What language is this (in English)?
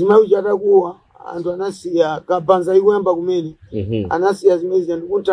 Nyanja